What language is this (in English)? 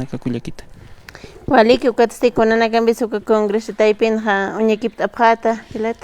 Aymara